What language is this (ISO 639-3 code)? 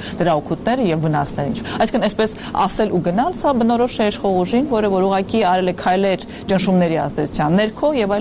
hye